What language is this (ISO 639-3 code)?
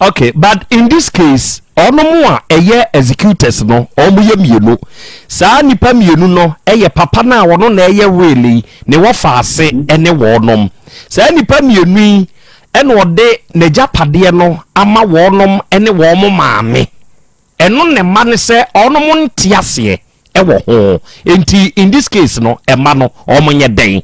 aka